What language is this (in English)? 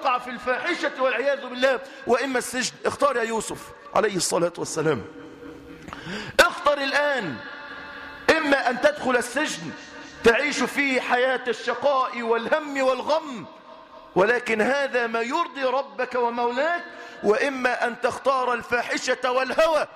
Arabic